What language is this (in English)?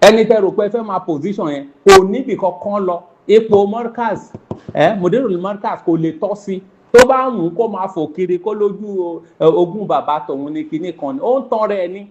Yoruba